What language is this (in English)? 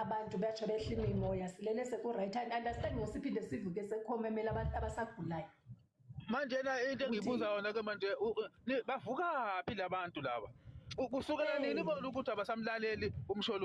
Zulu